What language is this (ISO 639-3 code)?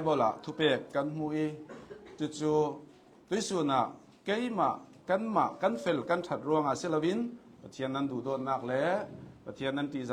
cnh